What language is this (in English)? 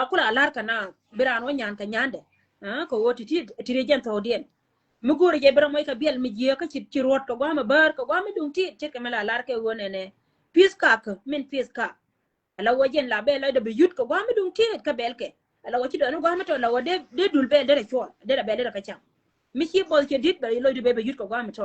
Nuer